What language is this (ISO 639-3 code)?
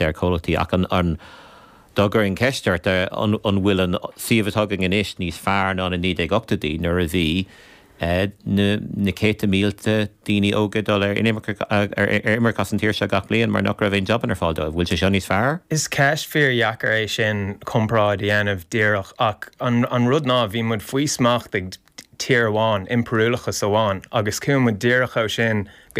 gle